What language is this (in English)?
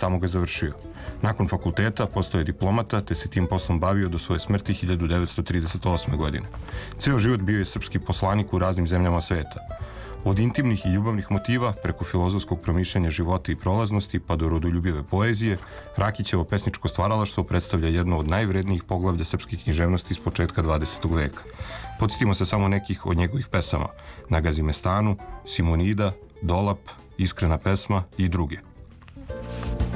Serbian